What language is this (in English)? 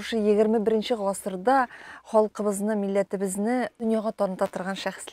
Tatar